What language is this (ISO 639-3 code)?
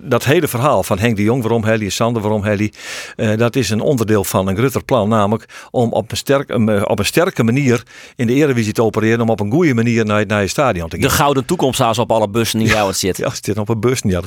fry